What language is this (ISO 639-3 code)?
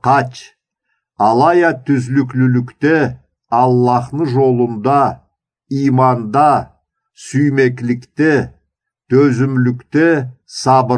krc